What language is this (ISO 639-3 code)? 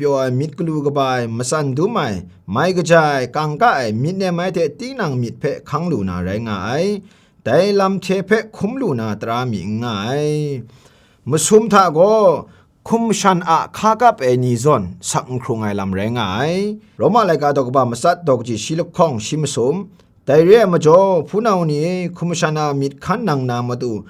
kac